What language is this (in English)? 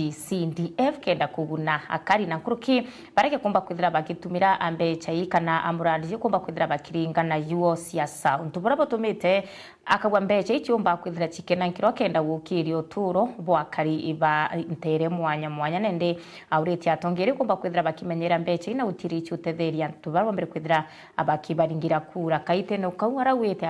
Meru